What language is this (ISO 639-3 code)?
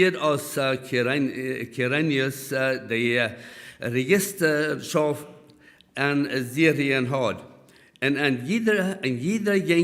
pdt